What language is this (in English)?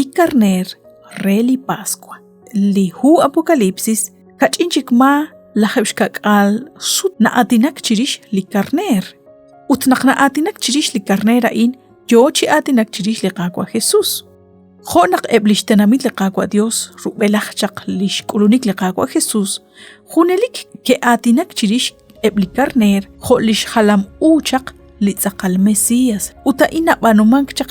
Kekchí